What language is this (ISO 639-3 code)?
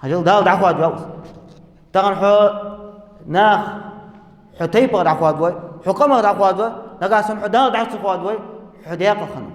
inh